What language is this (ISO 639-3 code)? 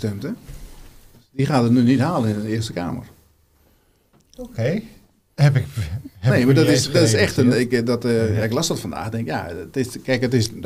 nld